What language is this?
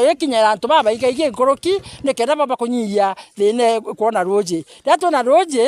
Meru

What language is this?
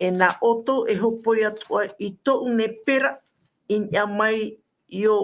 Tahitian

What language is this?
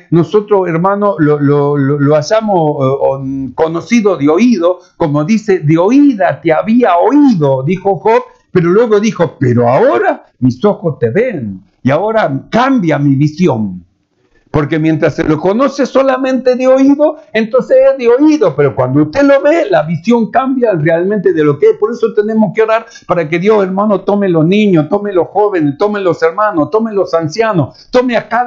Spanish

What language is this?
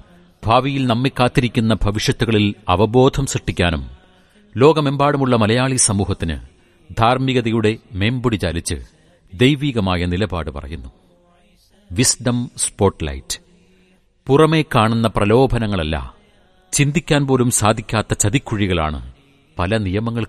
Malayalam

